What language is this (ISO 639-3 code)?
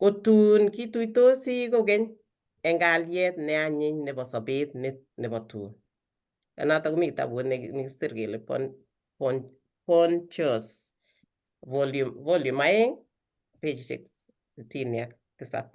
kln